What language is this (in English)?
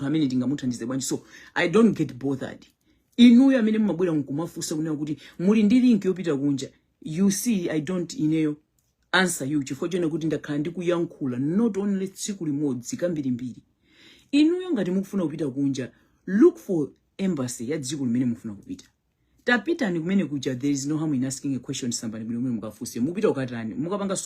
Nyanja